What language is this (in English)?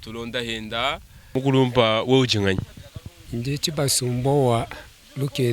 Luba-Lulua